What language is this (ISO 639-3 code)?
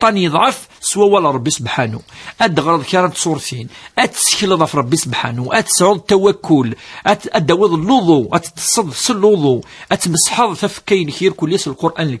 kab